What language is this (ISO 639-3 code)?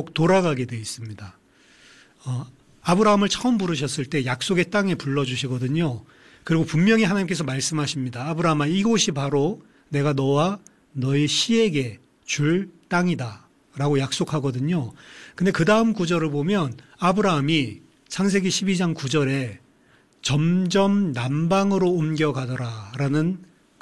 kor